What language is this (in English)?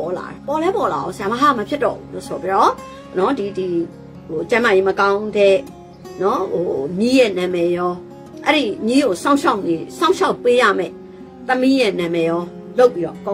Burmese